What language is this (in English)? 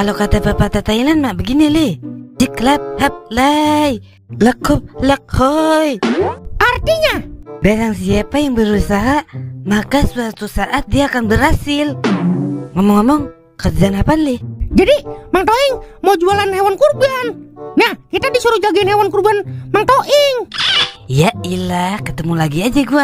Betawi